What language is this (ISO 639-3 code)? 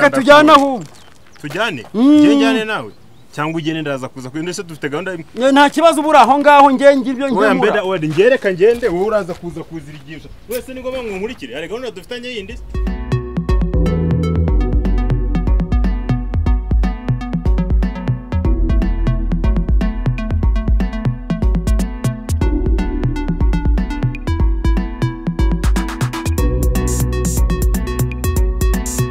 kin